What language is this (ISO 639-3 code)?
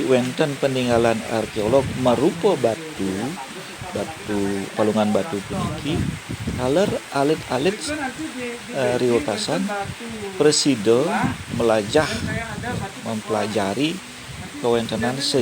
ban